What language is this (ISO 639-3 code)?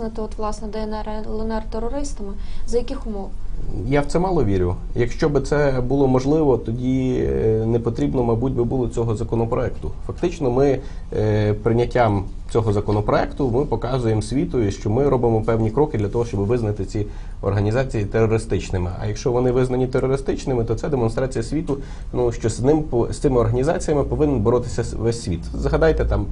ukr